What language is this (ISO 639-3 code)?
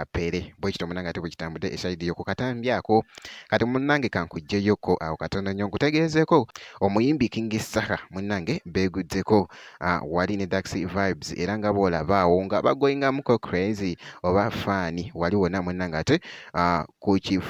lug